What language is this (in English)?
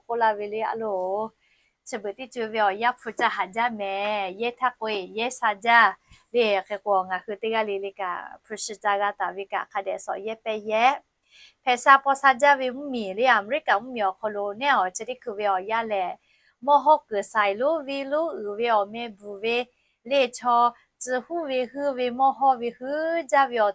Lahu